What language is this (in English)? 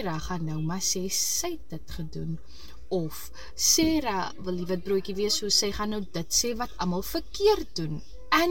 Afrikaans